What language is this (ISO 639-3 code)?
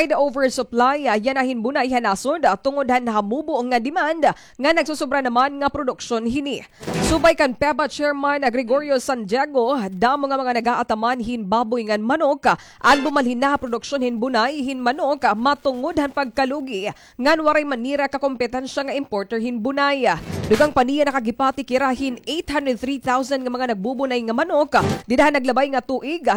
war